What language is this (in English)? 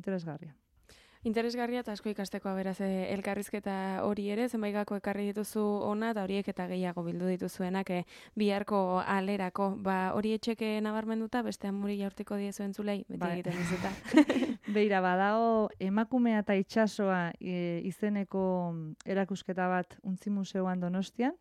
Basque